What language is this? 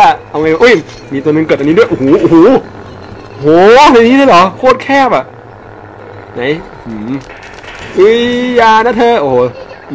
Thai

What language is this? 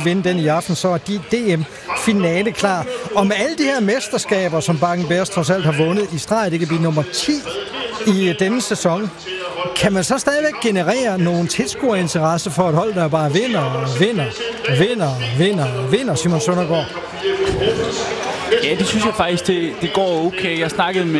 Danish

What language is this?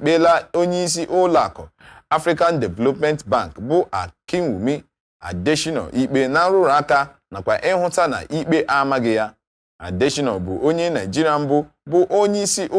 Igbo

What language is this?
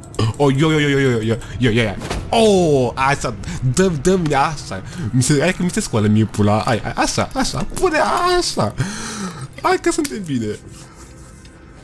Romanian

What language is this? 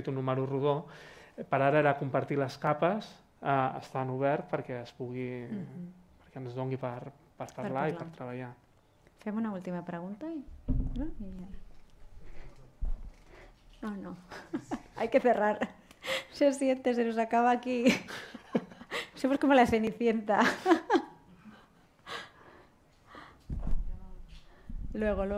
Catalan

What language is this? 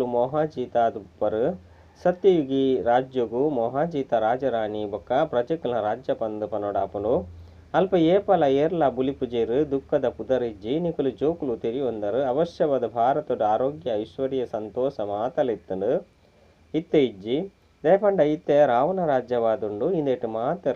Tulu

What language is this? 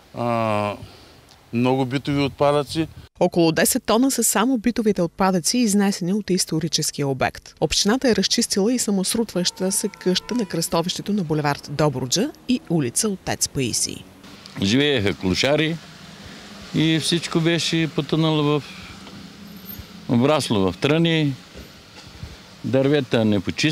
Bulgarian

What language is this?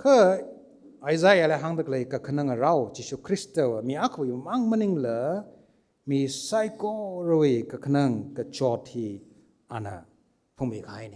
Tangkhul Naga (India)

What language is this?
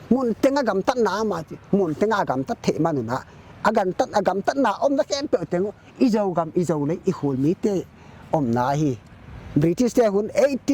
Paite Chin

